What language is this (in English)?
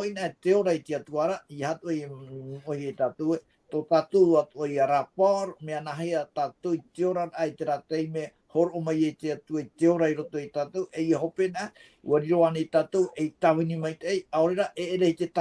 Tahitian